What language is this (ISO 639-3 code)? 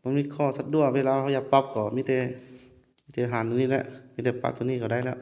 lao